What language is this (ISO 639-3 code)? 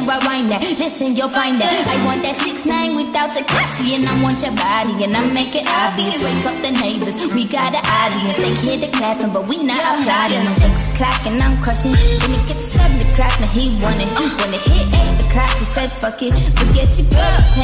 eng